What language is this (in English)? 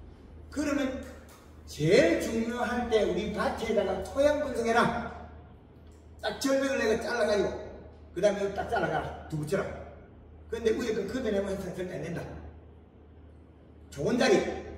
Korean